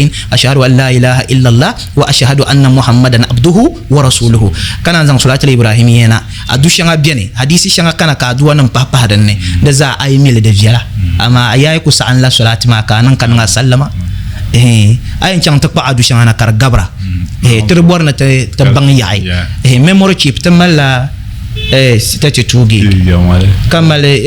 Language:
Dagbani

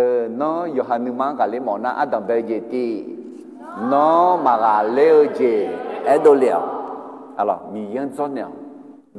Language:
Akha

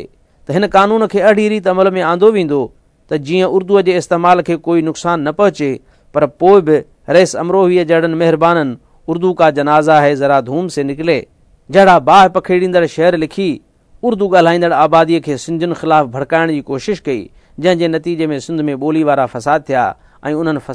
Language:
Sindhi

